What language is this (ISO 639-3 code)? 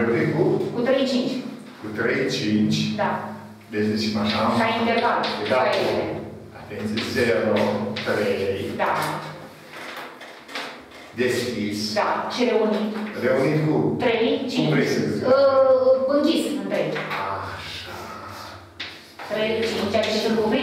ron